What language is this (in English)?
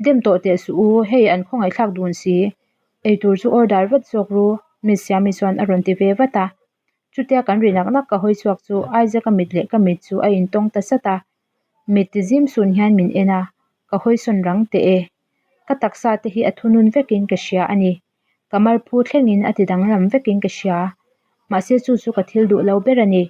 Mizo